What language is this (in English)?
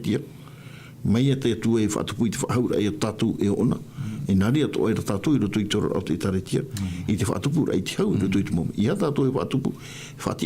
Tahitian